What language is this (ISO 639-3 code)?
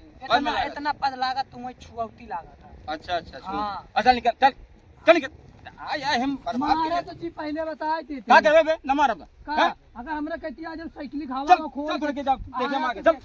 awa